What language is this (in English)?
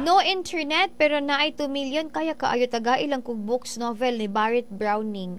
Cebuano